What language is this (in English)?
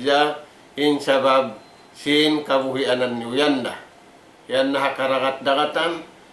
Tausug